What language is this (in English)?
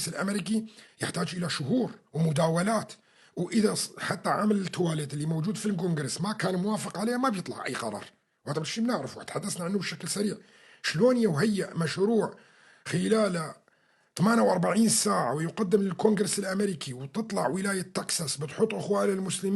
North Levantine Arabic